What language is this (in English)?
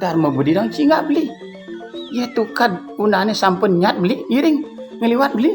Balinese